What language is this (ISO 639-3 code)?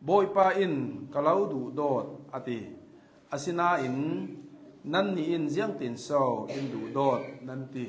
cnh